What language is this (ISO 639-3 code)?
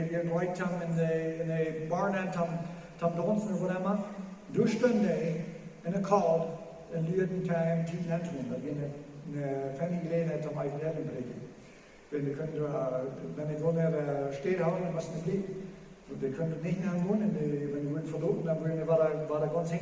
pdt